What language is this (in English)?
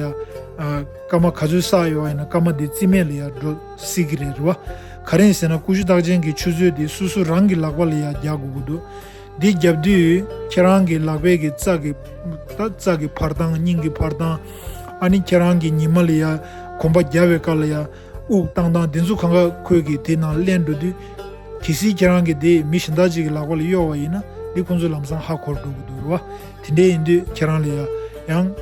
Tibetan